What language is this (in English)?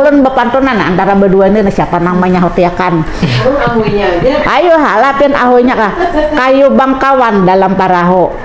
Banjar